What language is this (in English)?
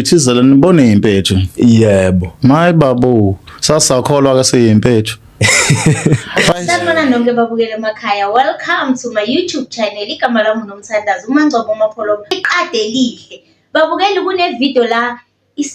Zulu